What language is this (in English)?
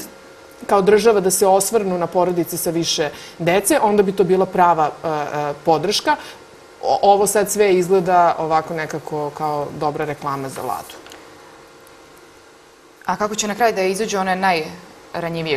Serbian